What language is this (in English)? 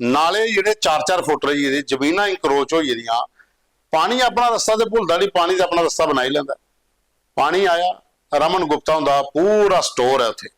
Dogri